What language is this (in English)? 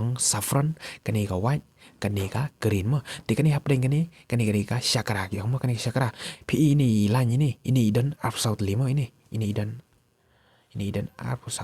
Khasi